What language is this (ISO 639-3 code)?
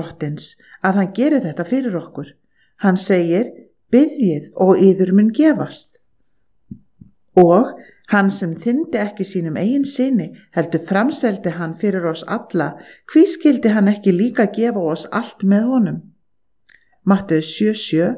isl